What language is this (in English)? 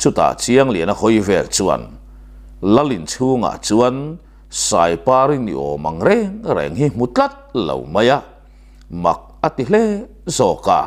Mizo